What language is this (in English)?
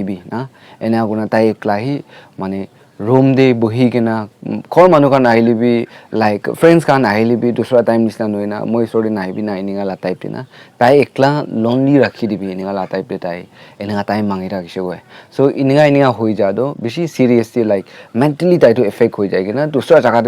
Naga Pidgin